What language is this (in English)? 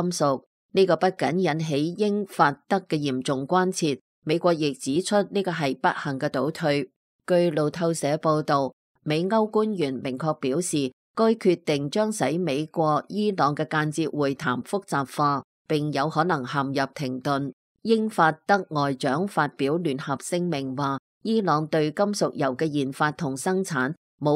Cantonese